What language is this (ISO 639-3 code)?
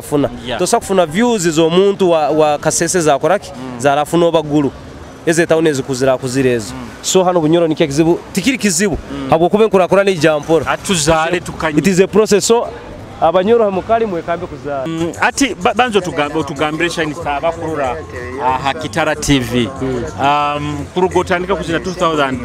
nyo